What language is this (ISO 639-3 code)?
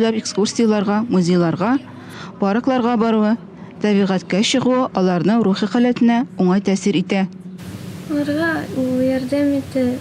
tat